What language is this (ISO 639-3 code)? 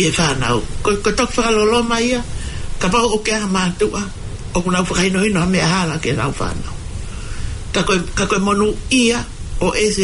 ton